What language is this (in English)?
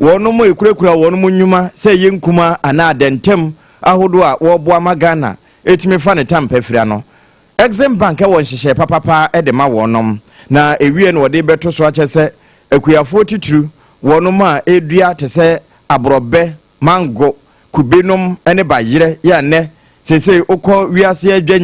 Akan